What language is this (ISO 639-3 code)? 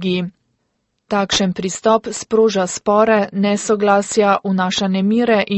slv